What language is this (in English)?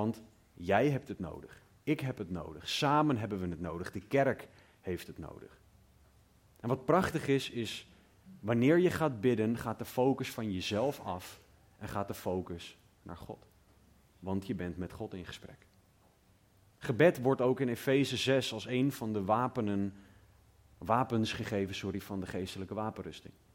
Dutch